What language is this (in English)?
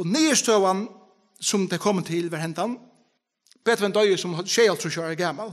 Faroese